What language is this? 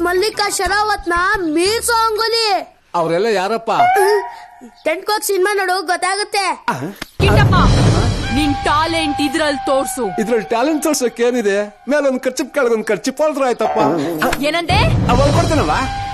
Kannada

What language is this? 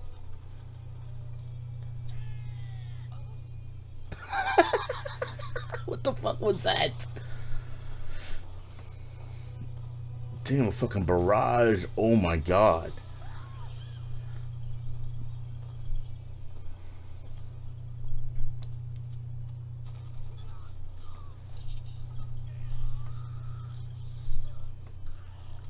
English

